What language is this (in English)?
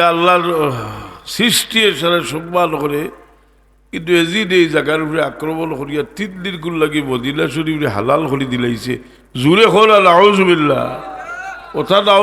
Sylheti